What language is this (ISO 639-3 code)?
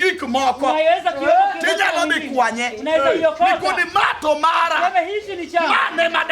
luo